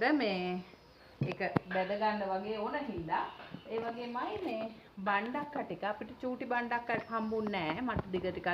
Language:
Sinhala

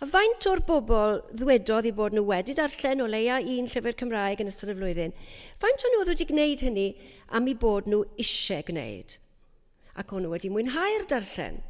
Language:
Welsh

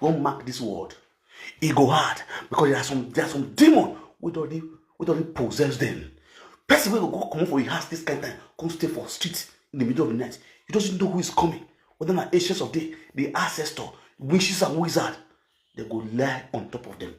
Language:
Nigerian Pidgin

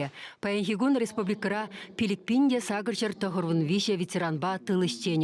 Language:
Chuvash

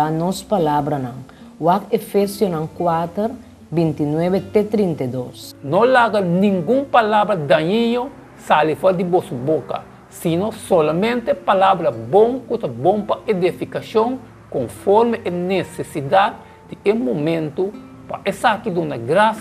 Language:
Papiamento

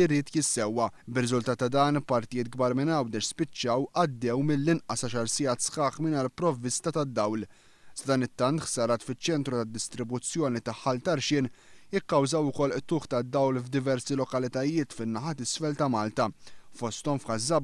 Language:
Maltese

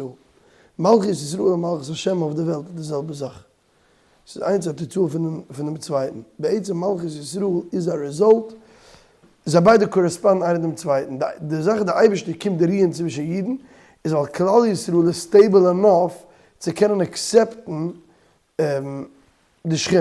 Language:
Yiddish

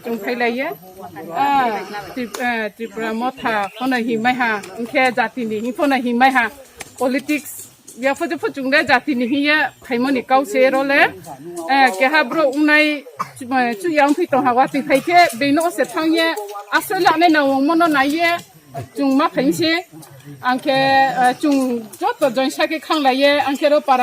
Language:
Riang (India)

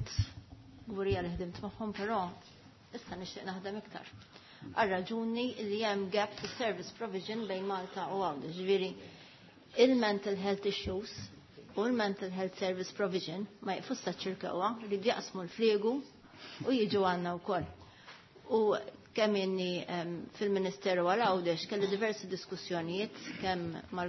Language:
Maltese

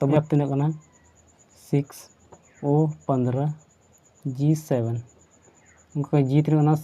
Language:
Santali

